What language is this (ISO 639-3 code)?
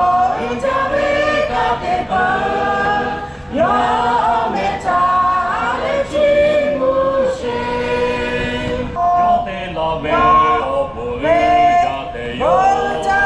lhu